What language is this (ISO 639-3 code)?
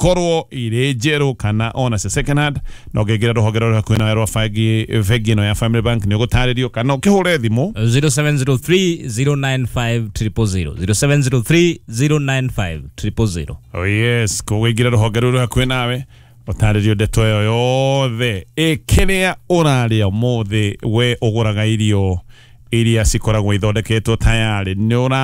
kik